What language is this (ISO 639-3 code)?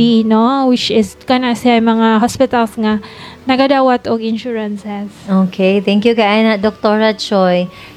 ceb